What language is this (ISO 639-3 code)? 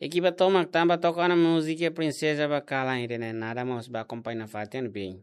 tet